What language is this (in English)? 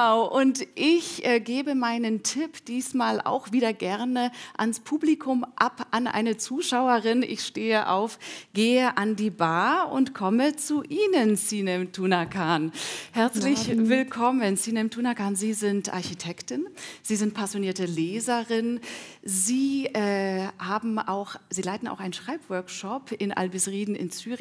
German